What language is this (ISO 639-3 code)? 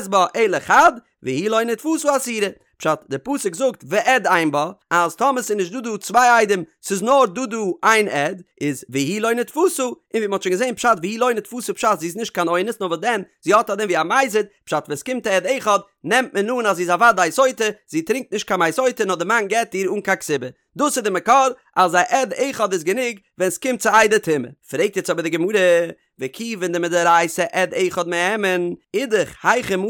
yid